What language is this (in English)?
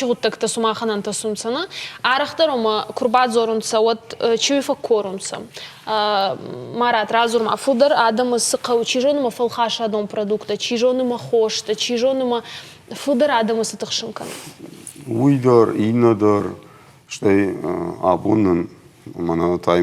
Ossetic